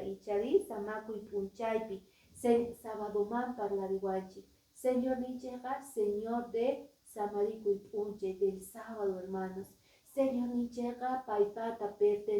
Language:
Quechua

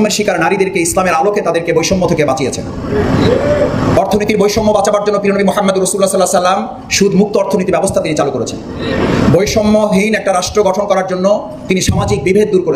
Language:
Bangla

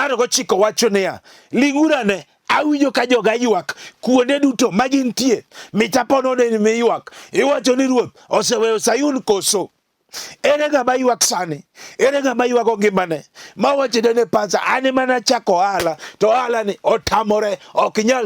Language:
Luo (Kenya and Tanzania)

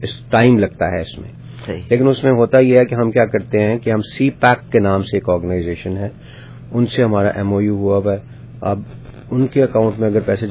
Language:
Urdu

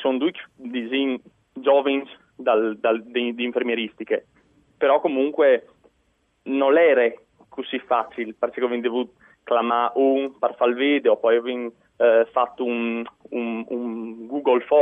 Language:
Friulian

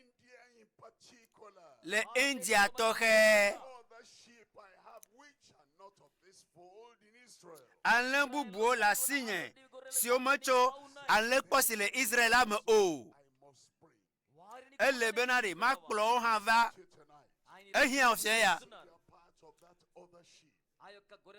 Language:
Ewe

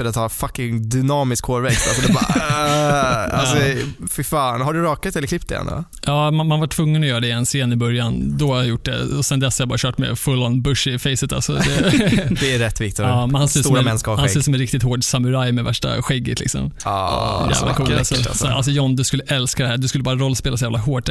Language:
Swedish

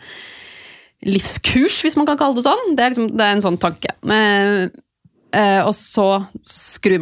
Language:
Norwegian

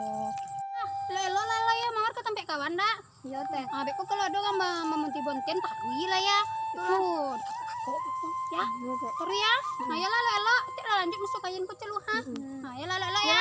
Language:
Minangkabau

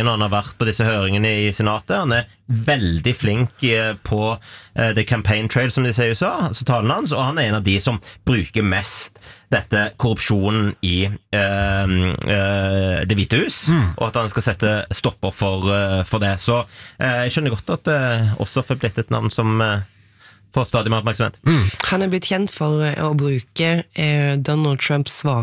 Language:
Norwegian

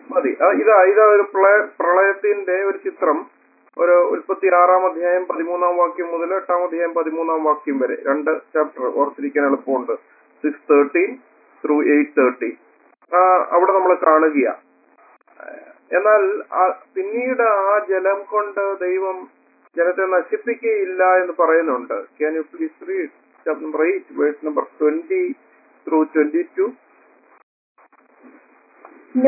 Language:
Malayalam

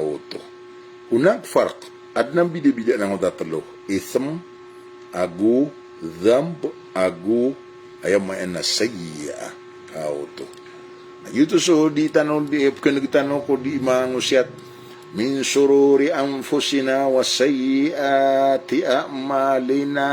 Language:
Maranao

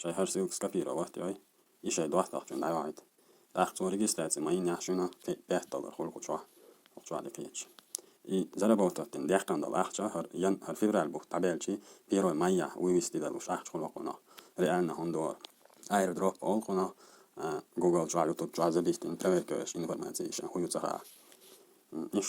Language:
Chechen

